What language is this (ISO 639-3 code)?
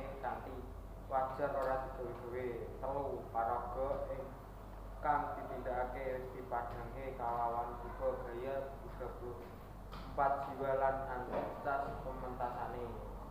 jav